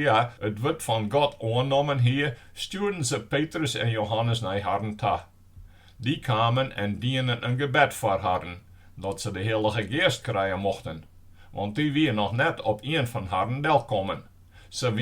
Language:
Western Frisian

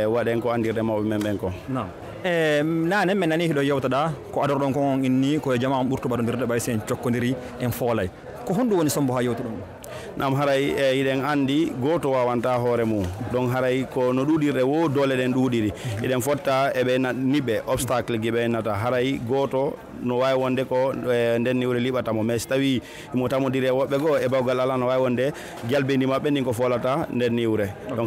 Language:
Fula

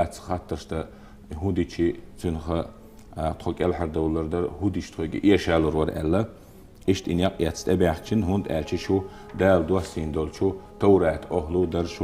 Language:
Chechen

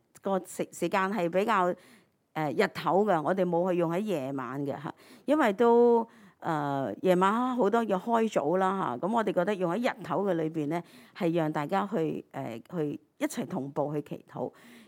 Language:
Cantonese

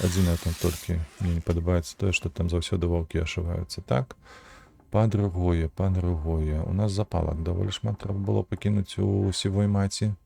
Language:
Belarusian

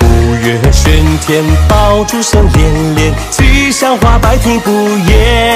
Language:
Chinese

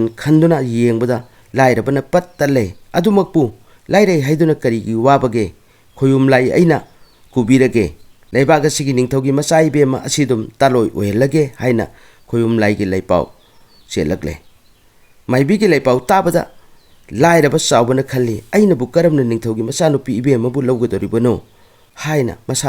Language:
Manipuri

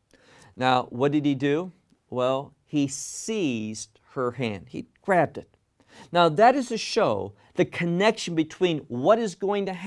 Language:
English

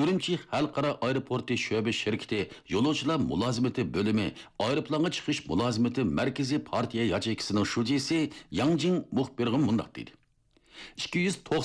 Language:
Uyghur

